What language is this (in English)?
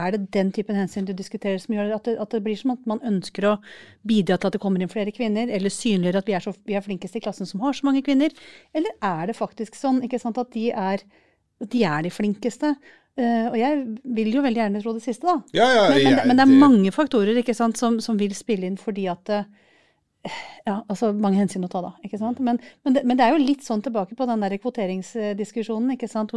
Norwegian